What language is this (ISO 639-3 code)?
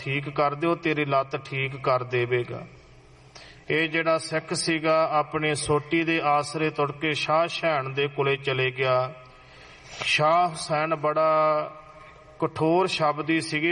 pan